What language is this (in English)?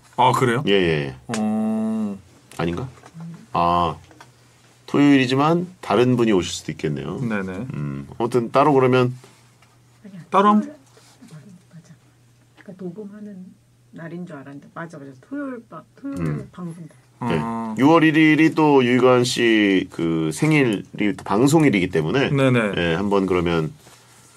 Korean